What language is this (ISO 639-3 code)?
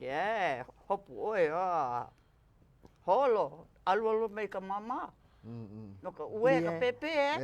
haw